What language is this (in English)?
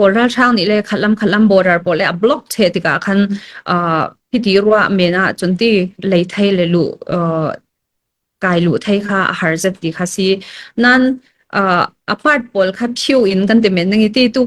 Falam Chin